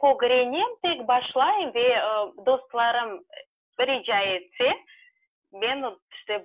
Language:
Crimean Tatar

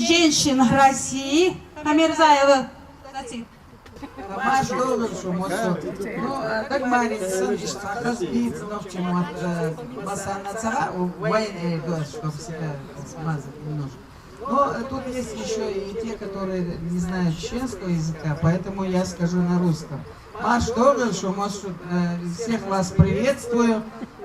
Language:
Chechen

